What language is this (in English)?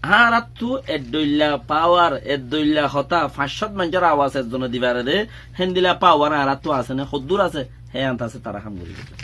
Rohingya